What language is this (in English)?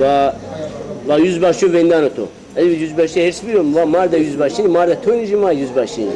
Zaza